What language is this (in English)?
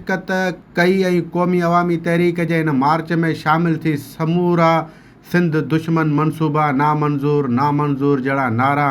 Sindhi